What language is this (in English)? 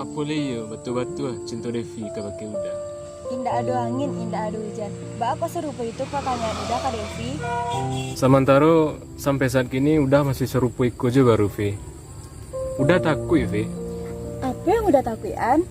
Minangkabau